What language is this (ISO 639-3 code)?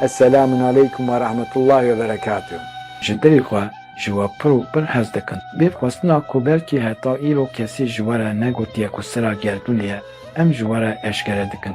kur